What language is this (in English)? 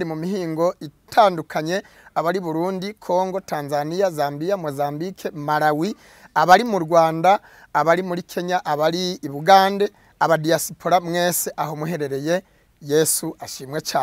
Kinyarwanda